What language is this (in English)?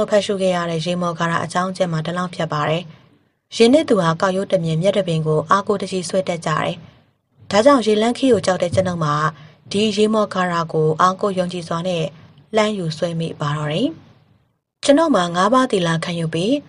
Burmese